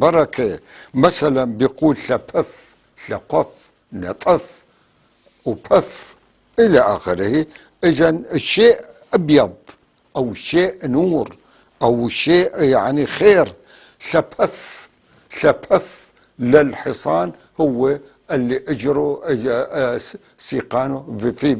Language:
North Levantine Arabic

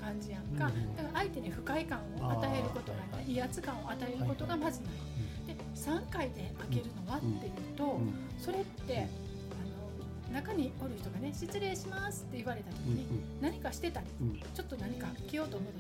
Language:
Japanese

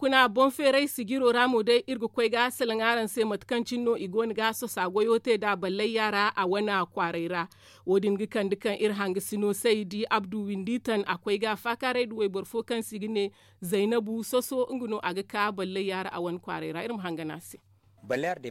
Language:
Zarma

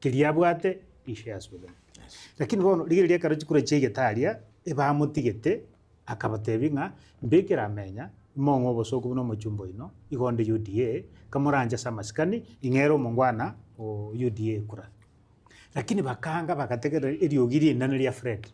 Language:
Gusii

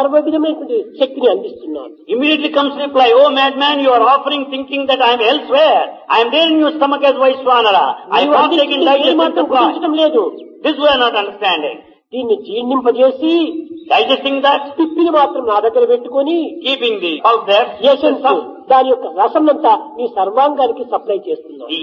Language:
Telugu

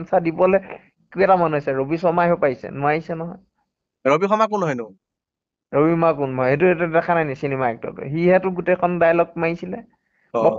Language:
Assamese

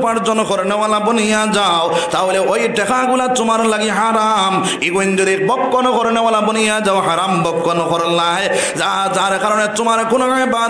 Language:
Sylheti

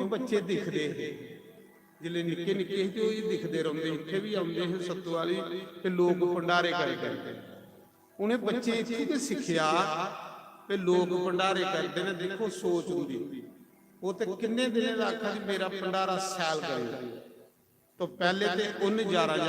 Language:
Dogri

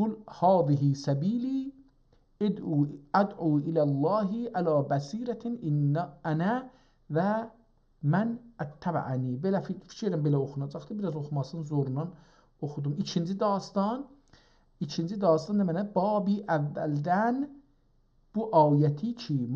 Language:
South Azerbaijani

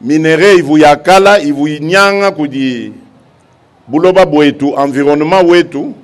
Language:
Luba-Lulua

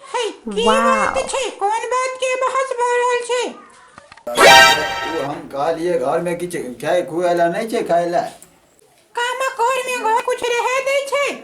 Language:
Maithili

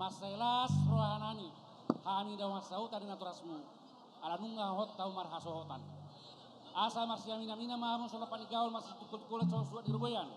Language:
Batak Toba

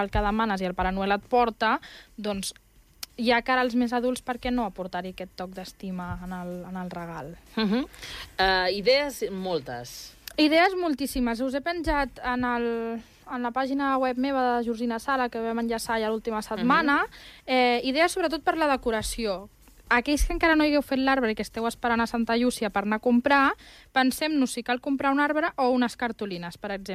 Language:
Catalan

